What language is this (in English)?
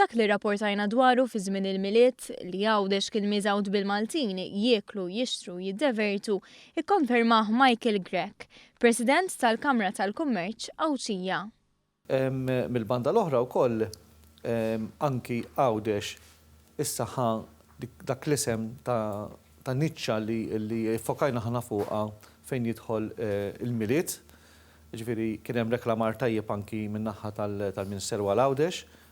Maltese